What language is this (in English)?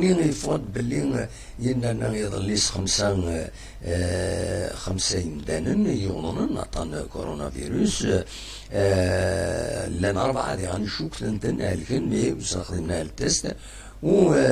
Kabyle